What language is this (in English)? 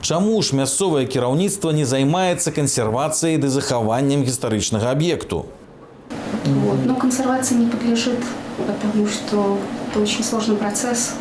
Belarusian